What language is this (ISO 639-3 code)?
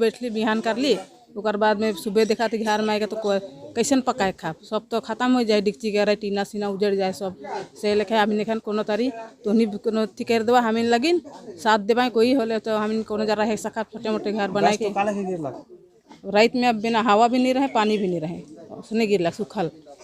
sck